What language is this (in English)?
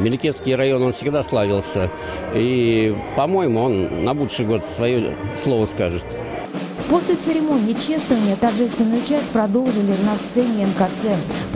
Russian